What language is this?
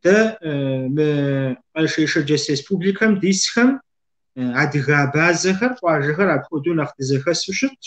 Kabardian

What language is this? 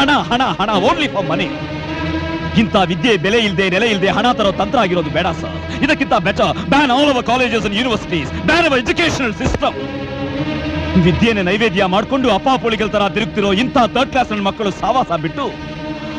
Kannada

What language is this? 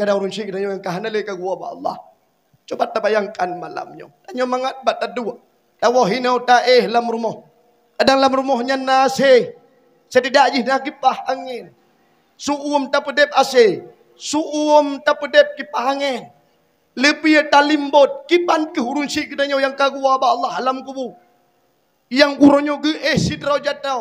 Achinese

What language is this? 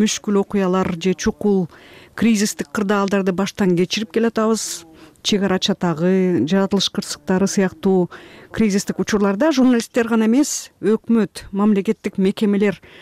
Kyrgyz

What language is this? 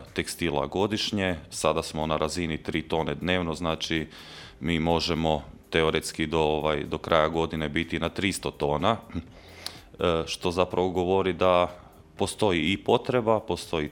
Croatian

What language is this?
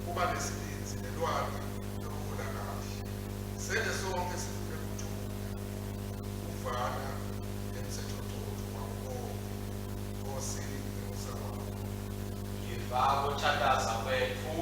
Swati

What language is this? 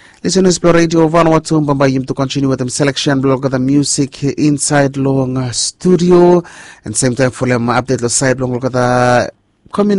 Bislama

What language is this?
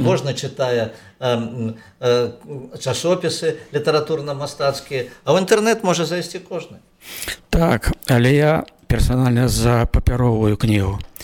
Belarusian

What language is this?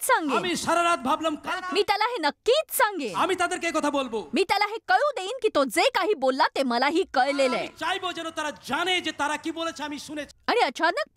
Marathi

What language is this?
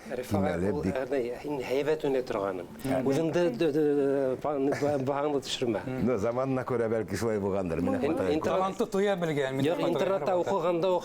Bashkir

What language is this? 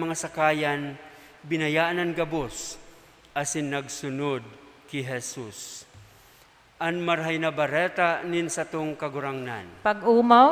Bikol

